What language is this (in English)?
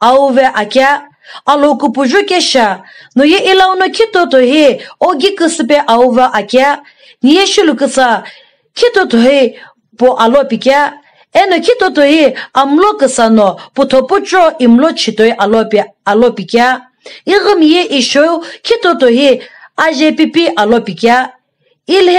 Sumi Naga